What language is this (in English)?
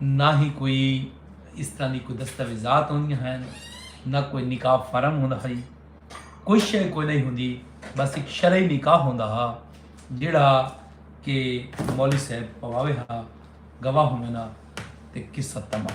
Saraiki